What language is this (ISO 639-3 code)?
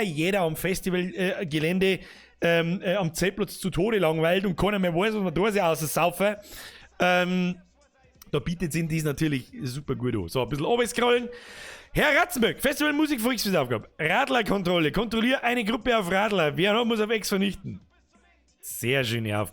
bar